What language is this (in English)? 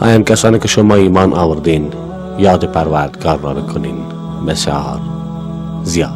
Persian